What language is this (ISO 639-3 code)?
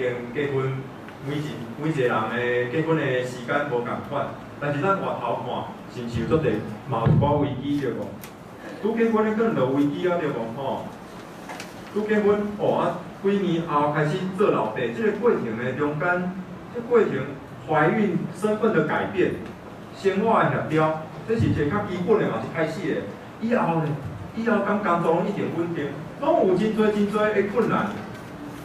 nan